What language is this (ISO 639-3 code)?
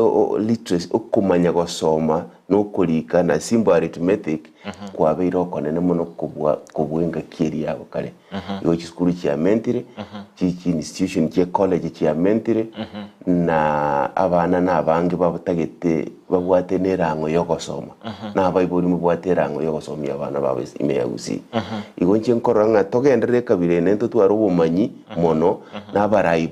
guz